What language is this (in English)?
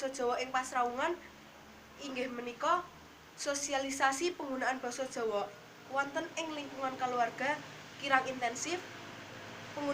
Javanese